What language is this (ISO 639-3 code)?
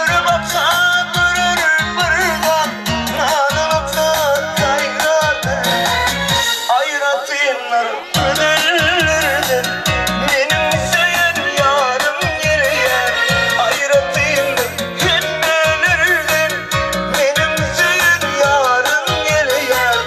tuk